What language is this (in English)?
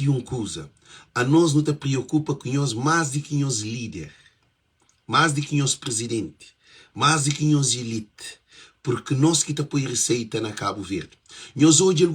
Kabuverdianu